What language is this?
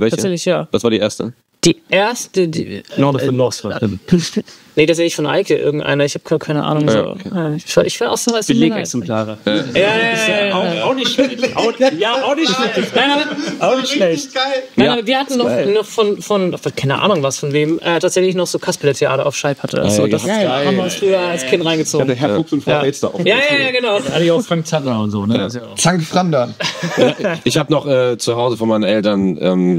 German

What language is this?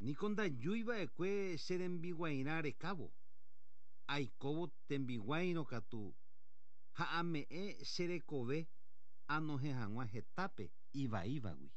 Guarani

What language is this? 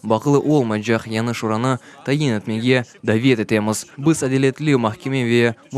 Crimean Tatar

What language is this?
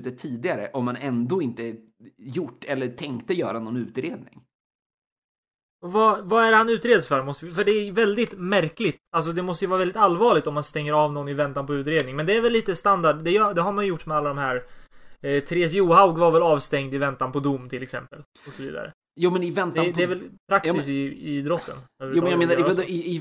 Swedish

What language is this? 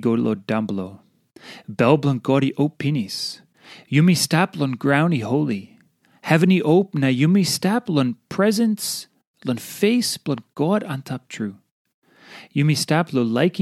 Tok Pisin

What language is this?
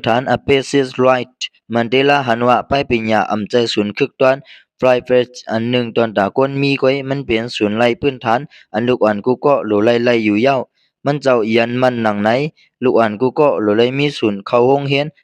Lao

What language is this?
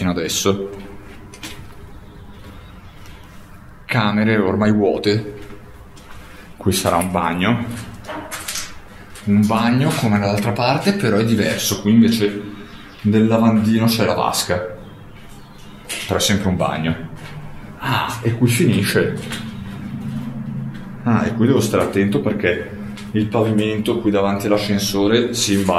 Italian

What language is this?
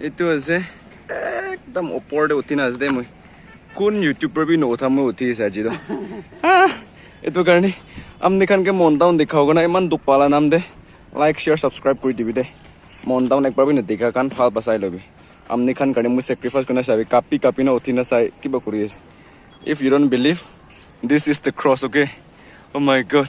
Naga Pidgin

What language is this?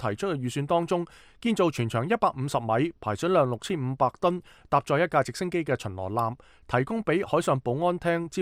Cantonese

